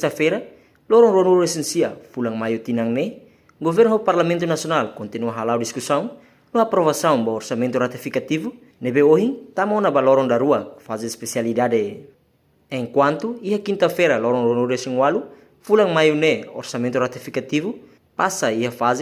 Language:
Tetum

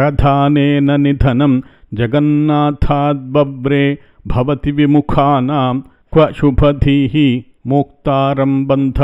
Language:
Sanskrit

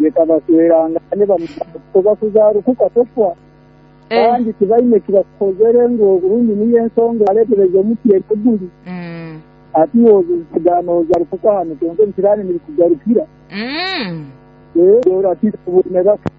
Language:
Nyoro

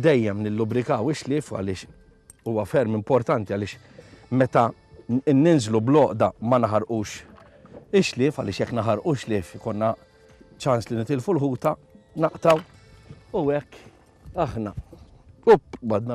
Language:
Maltese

